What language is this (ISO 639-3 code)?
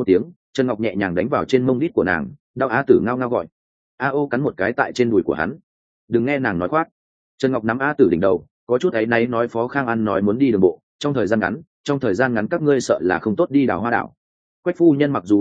vie